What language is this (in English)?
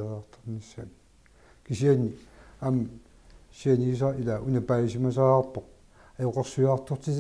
Kalaallisut